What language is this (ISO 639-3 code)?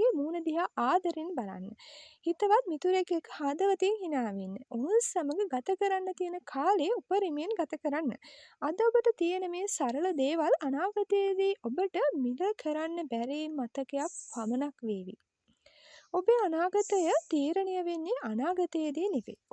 sin